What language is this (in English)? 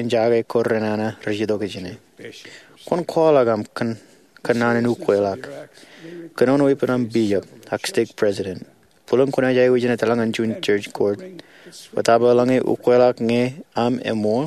Marshallese